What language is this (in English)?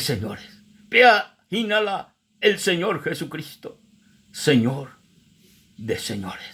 Guarani